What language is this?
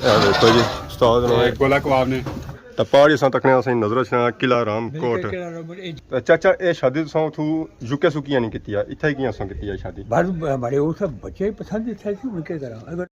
Pahari-Potwari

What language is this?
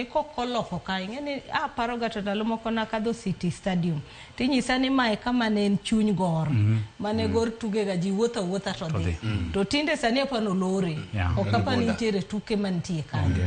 Luo (Kenya and Tanzania)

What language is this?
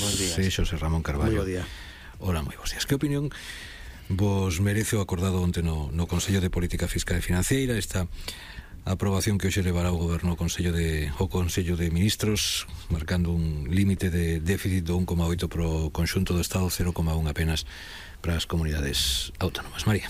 Galician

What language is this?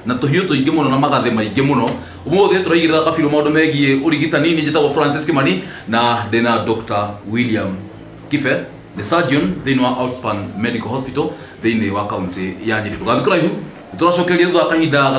Kikuyu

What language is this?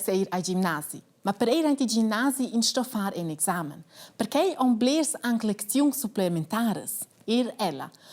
Romansh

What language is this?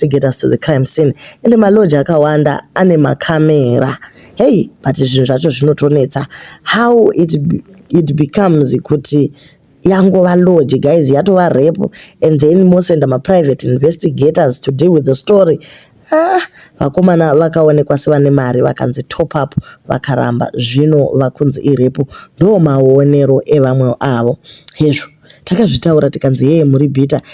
Shona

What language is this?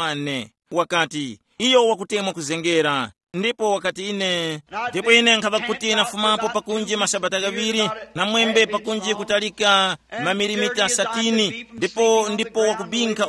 Tumbuka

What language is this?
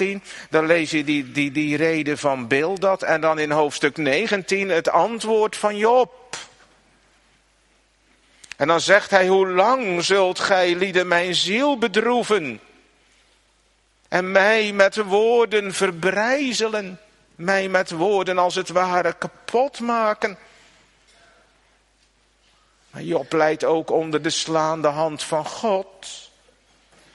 Dutch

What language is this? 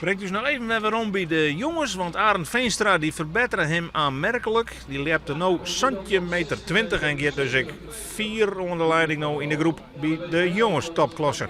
Western Frisian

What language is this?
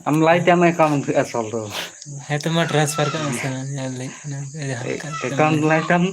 Santali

